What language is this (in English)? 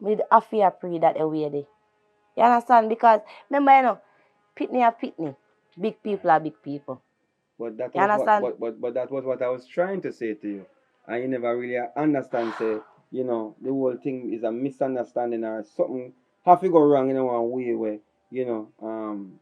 Jamaican Creole English